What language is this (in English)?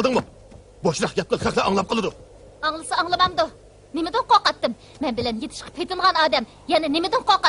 Uyghur